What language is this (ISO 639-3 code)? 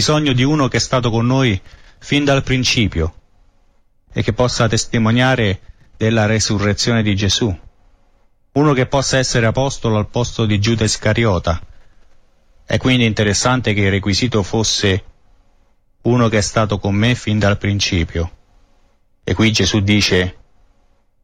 ita